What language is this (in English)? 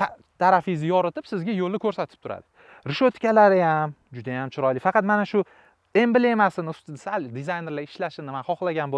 Uzbek